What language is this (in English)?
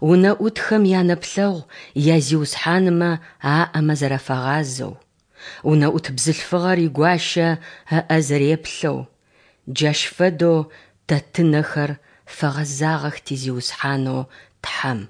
Adyghe